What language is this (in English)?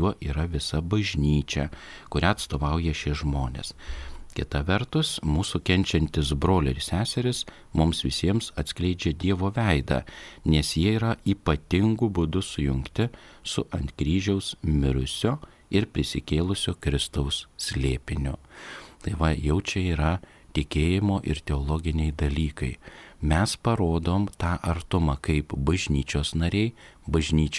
Lithuanian